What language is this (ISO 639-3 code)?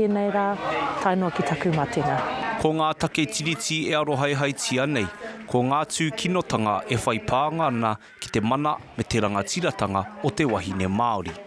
mri